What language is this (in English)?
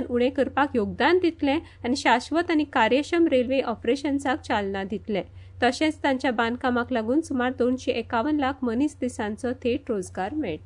Konkani